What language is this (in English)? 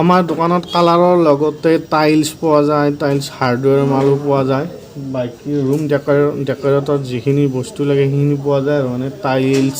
Assamese